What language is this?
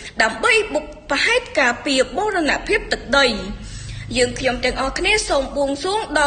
Khmer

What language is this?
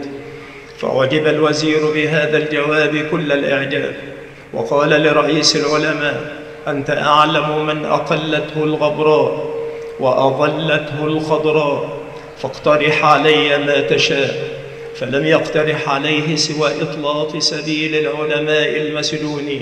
Arabic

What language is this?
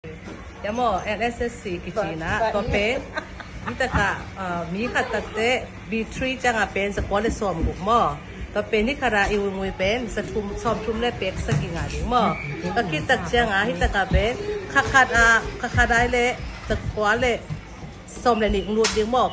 Tedim Chin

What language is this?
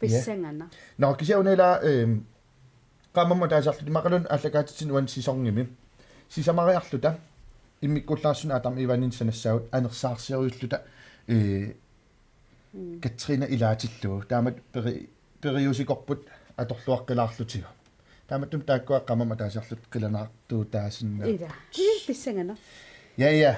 Kalaallisut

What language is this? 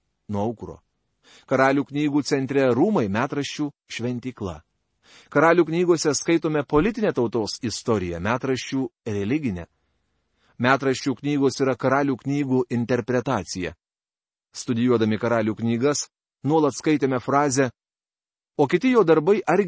Lithuanian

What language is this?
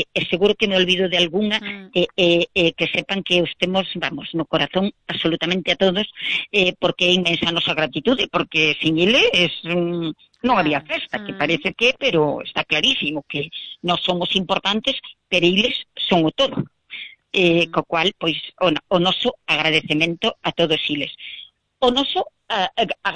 Galician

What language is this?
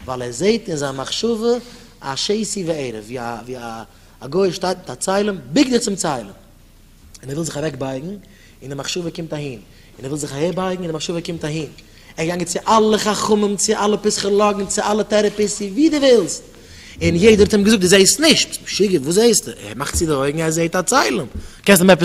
Yiddish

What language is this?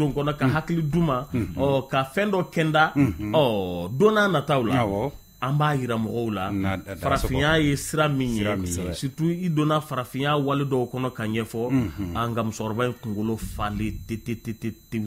Bambara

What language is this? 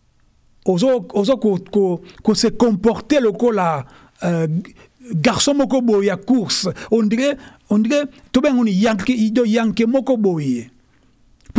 French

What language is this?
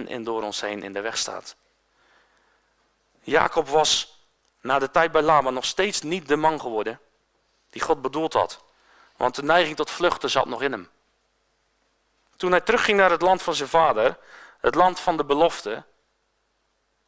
Dutch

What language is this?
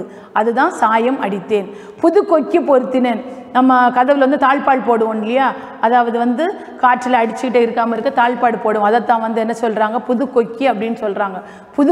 Tamil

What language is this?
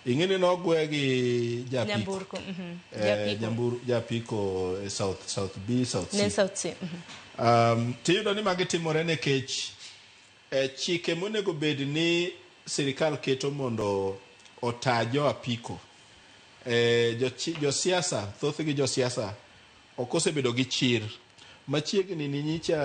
Luo (Kenya and Tanzania)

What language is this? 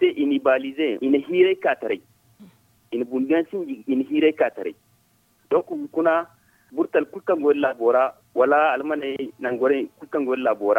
Zarma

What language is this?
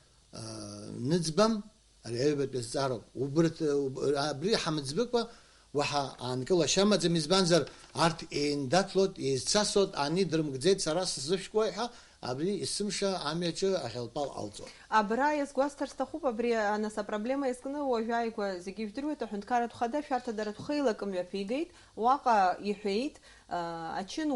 Abkhazian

